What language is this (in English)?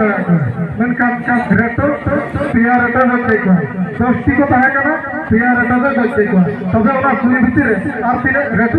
Santali